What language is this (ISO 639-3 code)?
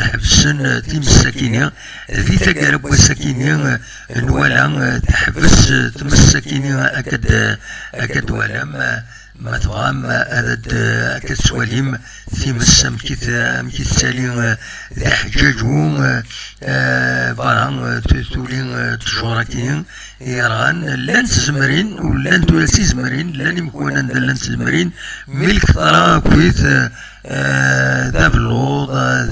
kab